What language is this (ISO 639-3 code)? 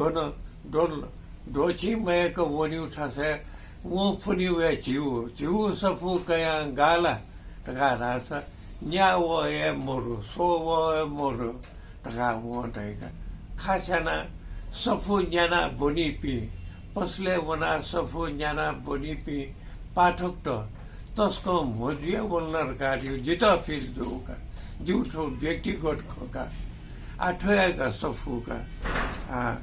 new